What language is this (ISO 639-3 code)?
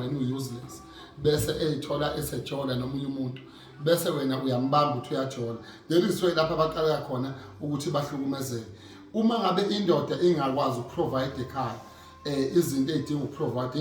zul